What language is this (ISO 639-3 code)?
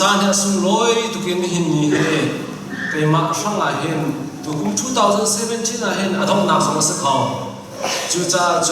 cnh